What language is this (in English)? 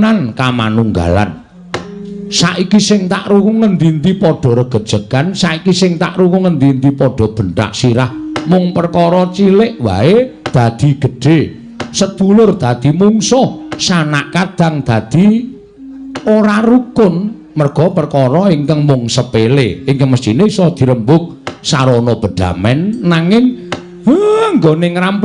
Javanese